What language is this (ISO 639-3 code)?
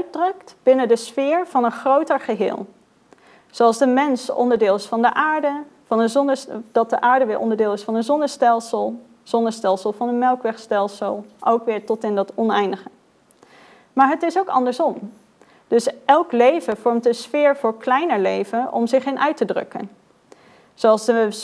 nld